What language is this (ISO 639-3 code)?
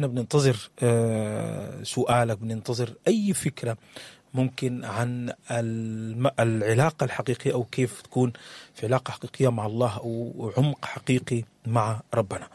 apd